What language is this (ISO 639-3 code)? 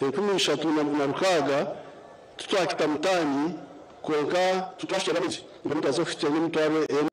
nyn